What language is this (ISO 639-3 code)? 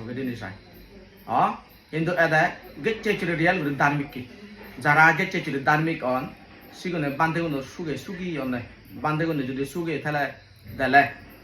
ccp